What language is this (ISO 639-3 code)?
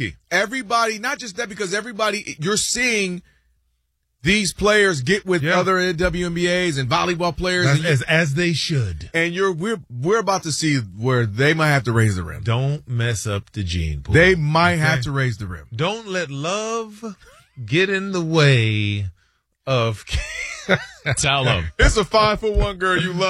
eng